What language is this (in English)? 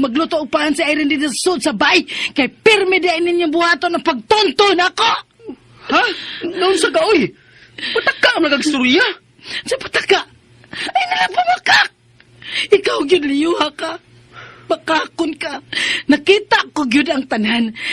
Cebuano